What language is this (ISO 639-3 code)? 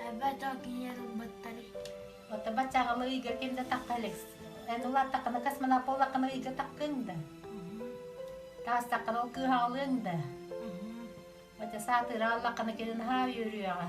sah